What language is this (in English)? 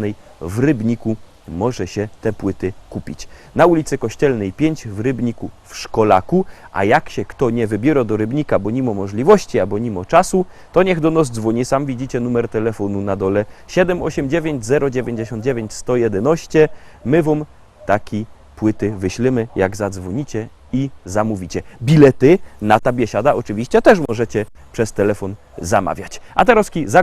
Silesian